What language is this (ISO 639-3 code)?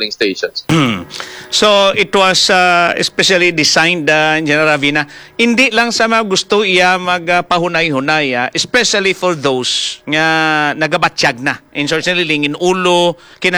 hil